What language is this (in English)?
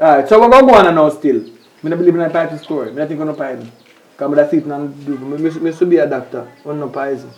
Jamaican Creole English